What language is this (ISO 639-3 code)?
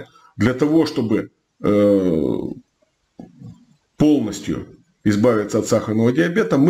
rus